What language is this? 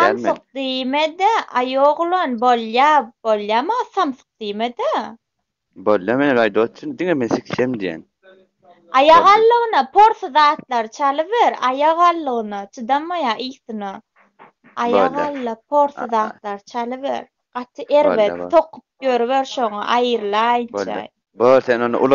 Turkmen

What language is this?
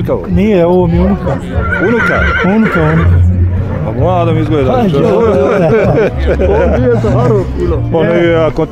Bosnian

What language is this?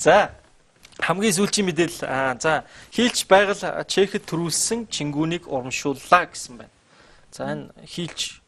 Mongolian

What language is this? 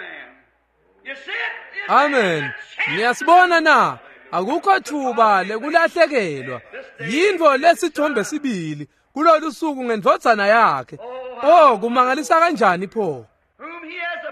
Swati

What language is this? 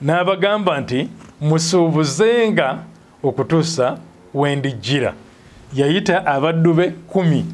Ganda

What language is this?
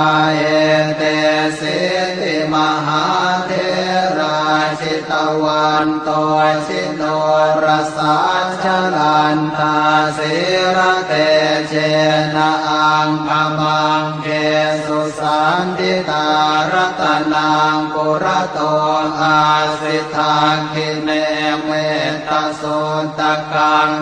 Pali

